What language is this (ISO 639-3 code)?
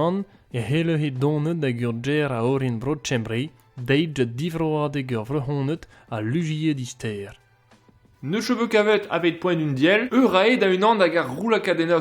bre